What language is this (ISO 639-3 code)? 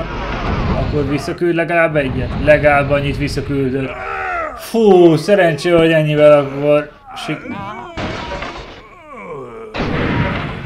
hun